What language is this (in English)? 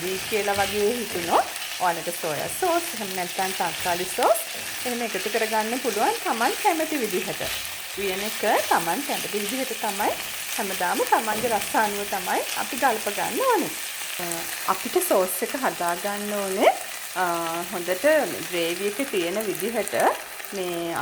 Sinhala